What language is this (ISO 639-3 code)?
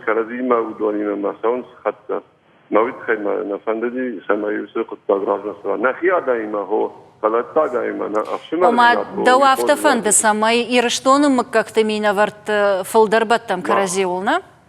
oss